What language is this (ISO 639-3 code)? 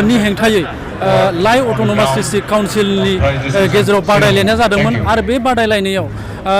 brx